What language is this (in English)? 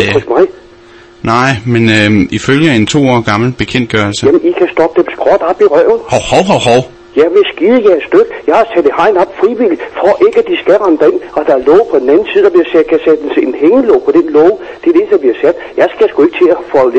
Danish